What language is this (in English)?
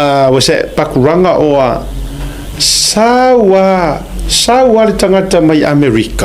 Samoan